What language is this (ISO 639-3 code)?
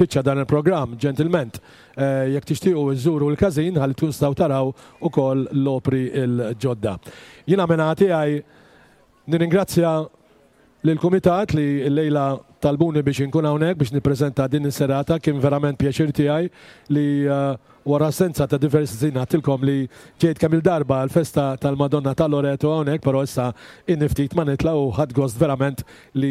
mlt